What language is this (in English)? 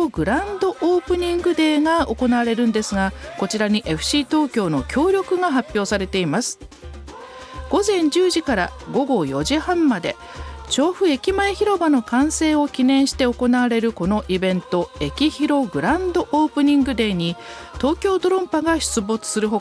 Japanese